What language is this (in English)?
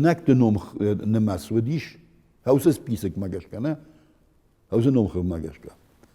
Ossetic